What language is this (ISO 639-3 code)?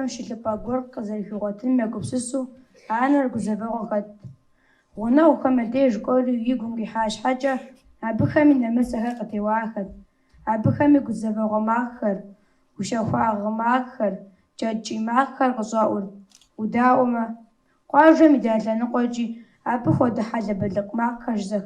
kbd